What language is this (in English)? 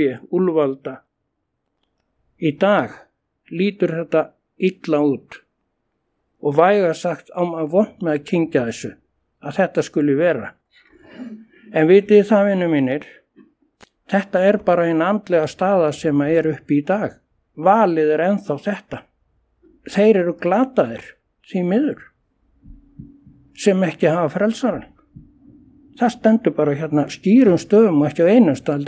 Icelandic